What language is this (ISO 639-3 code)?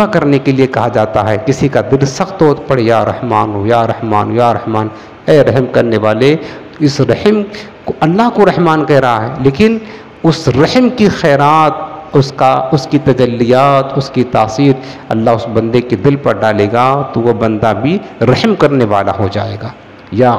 urd